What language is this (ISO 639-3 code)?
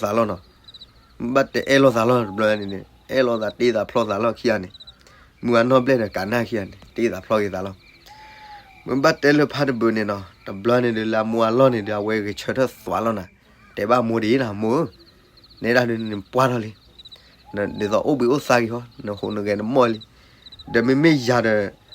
ksw